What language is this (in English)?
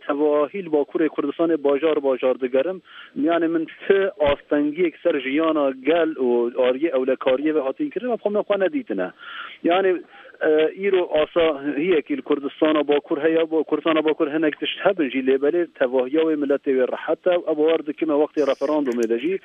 Kurdish